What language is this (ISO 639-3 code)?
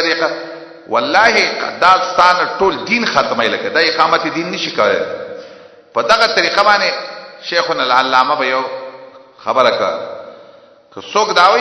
pus